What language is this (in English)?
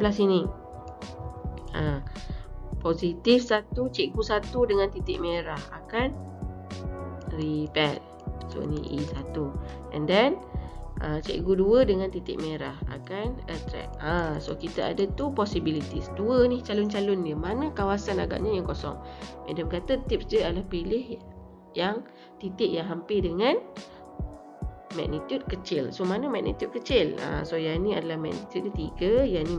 Malay